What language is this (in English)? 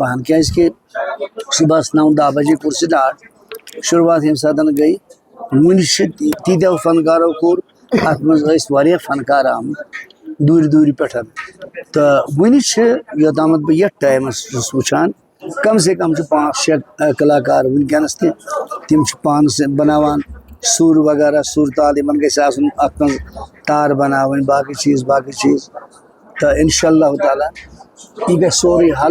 Kashmiri